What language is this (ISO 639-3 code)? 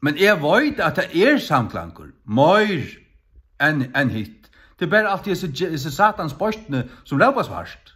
fao